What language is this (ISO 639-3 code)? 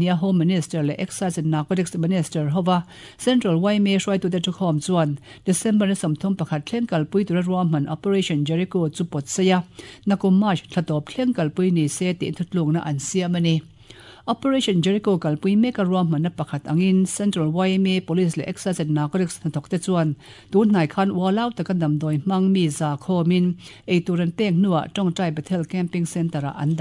lus